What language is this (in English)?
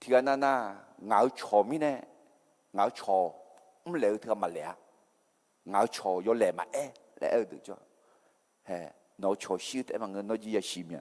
Akha